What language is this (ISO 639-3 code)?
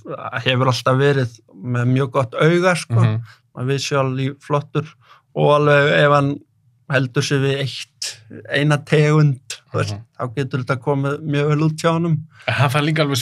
isl